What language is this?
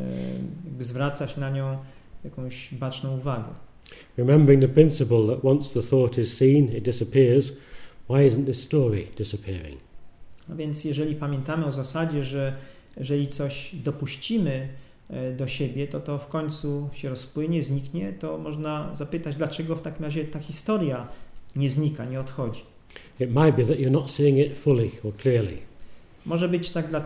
Polish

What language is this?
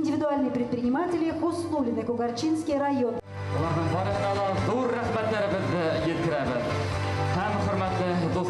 Bashkir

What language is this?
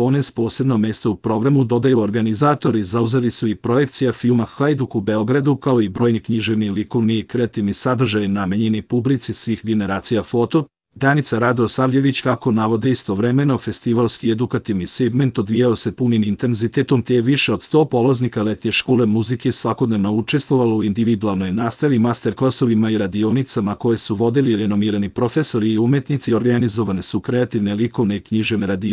Serbian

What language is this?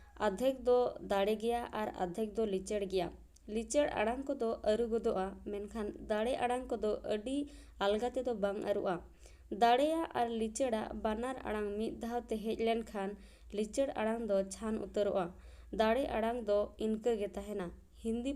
Santali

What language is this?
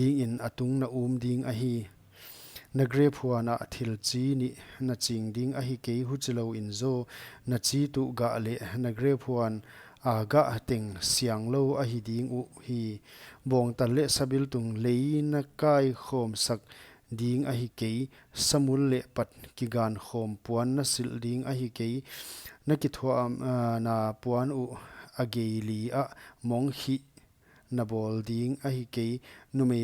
Paite Chin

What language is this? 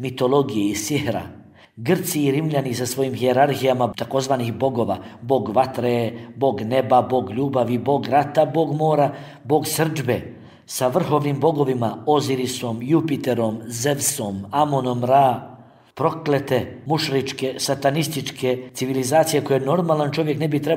Bosnian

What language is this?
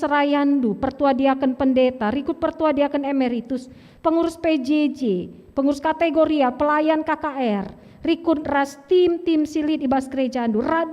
Batak Karo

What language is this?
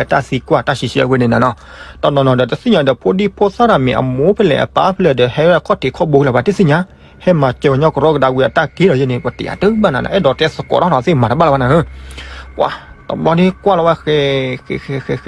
S'gaw Karen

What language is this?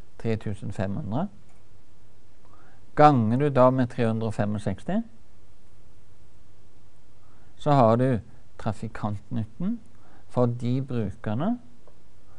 Norwegian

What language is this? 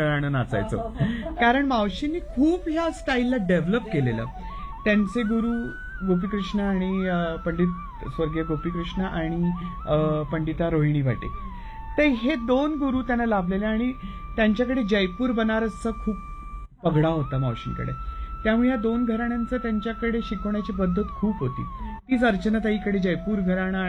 Marathi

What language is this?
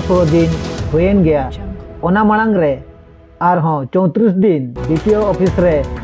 Santali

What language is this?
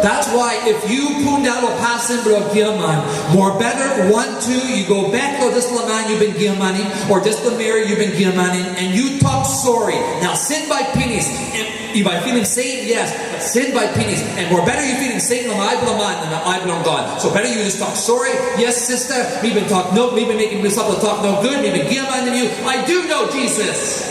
Tok Pisin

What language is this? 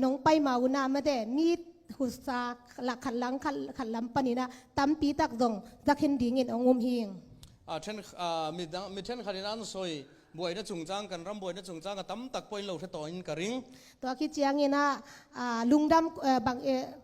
Tedim Chin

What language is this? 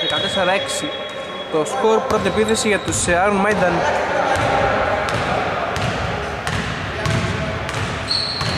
Greek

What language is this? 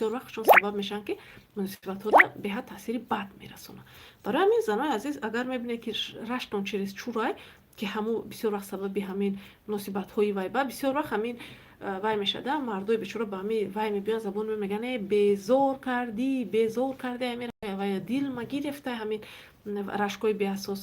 Tajik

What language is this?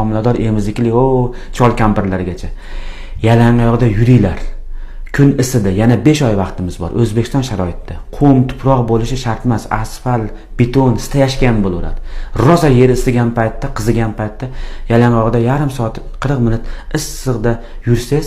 Uzbek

